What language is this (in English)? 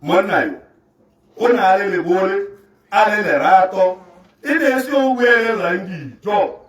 Tswana